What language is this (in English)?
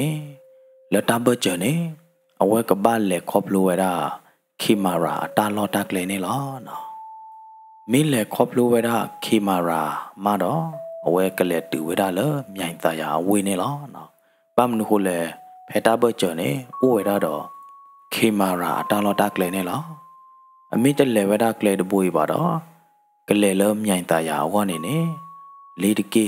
S'gaw Karen